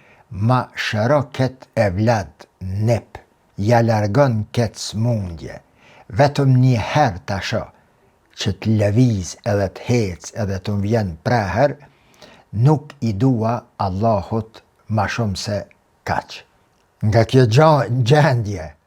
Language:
Albanian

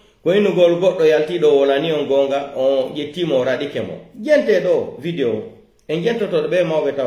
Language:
Pular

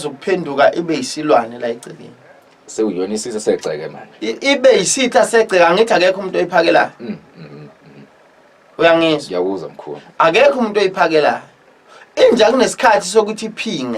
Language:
Zulu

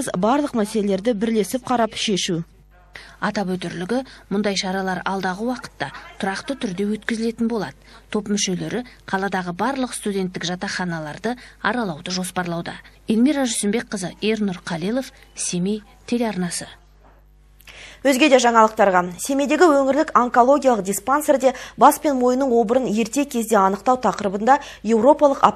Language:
Kazakh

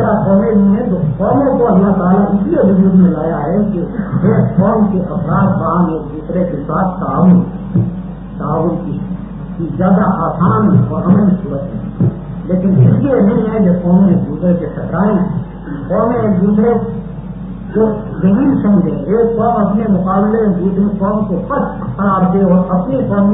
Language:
Urdu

